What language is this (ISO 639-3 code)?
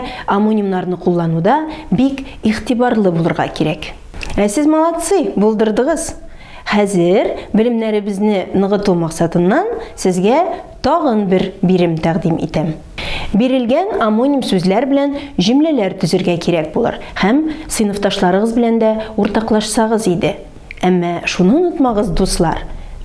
tat